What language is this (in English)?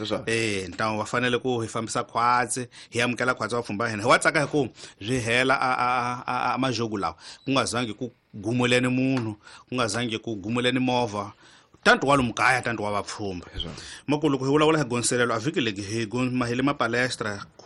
Tsonga